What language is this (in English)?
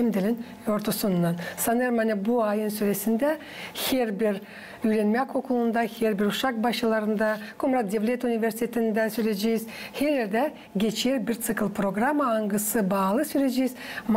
Gagauz